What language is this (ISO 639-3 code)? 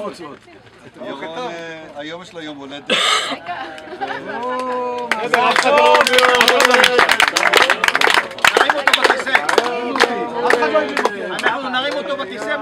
heb